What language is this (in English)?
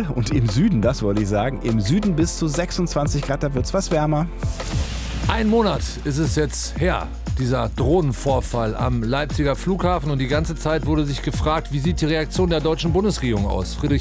German